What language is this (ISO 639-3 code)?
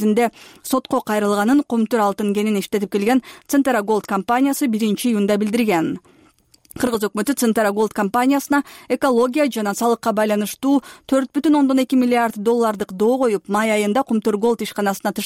kir